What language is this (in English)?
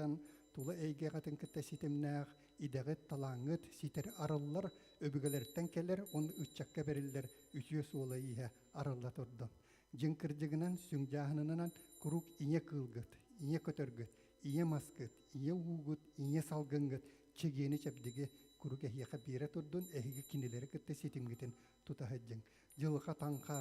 Yakut